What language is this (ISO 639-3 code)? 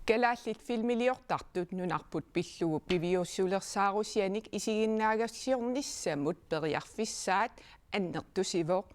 kal